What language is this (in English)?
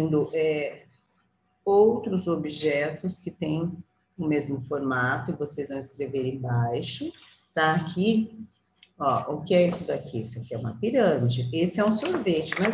Portuguese